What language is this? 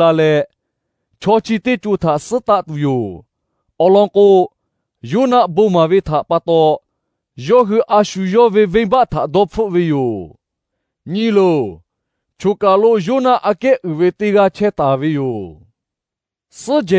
Lahu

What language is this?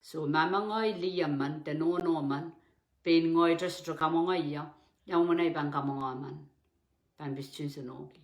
Pohnpeian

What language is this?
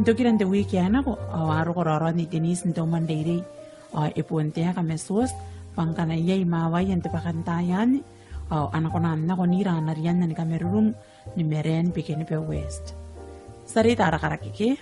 Gilbertese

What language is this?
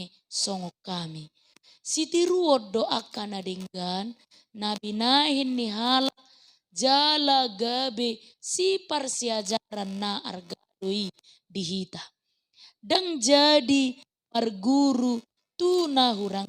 Batak Toba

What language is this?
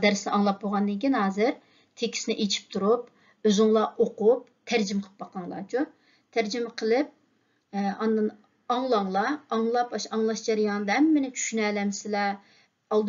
Uyghur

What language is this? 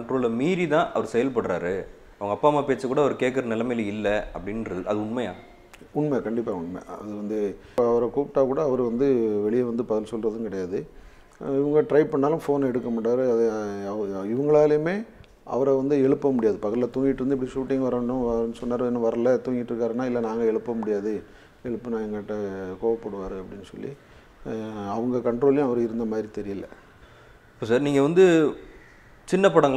Tamil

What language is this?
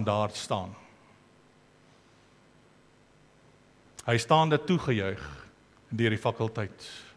Afrikaans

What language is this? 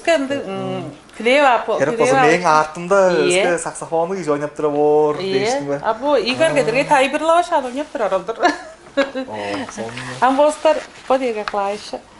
Tuvinian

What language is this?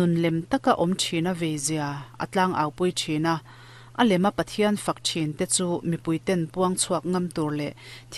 Mizo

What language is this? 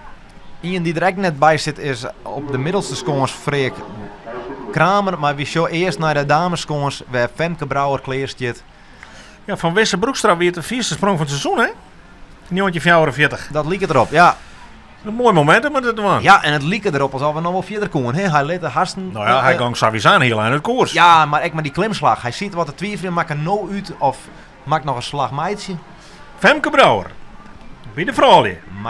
Western Frisian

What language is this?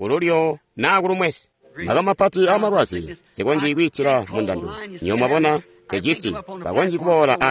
Tonga (Zambia)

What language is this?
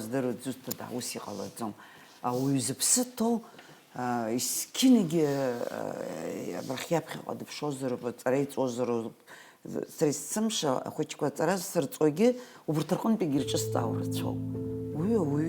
Abkhazian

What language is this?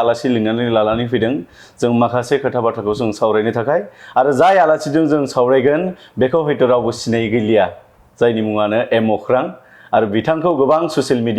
Bodo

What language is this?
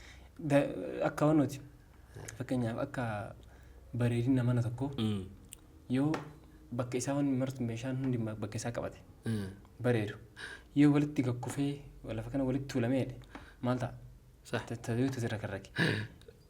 Oromo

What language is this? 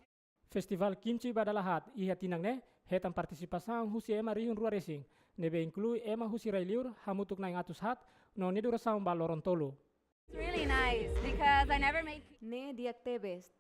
Tetum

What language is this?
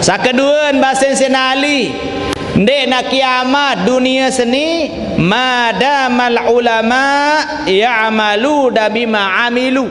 Sasak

